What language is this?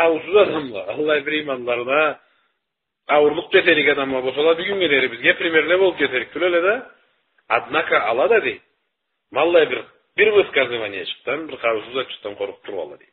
Karachay-Balkar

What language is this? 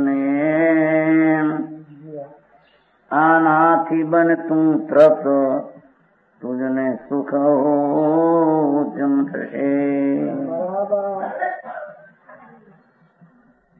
Gujarati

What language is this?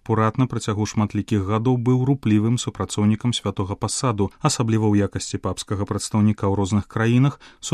Belarusian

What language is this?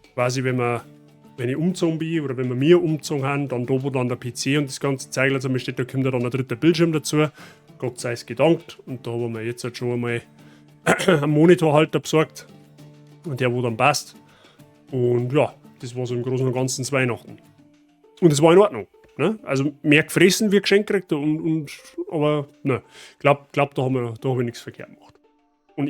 Bavarian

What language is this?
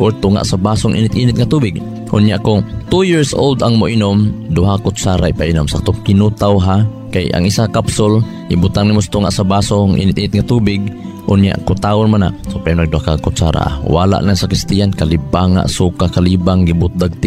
Cebuano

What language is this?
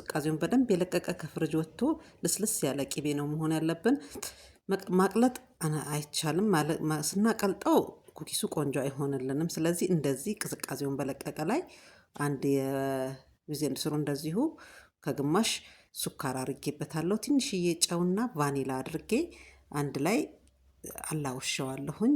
Amharic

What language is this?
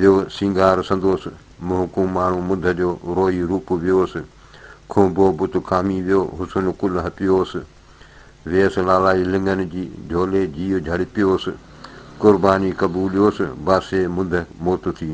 Sindhi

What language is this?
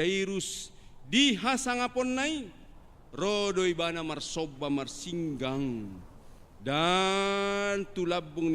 Batak Toba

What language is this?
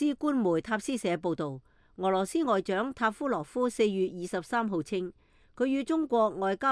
Cantonese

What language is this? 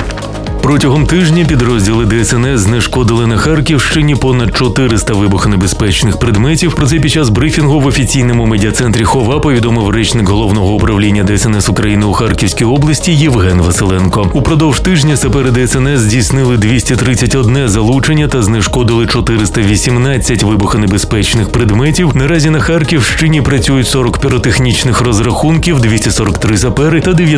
Ukrainian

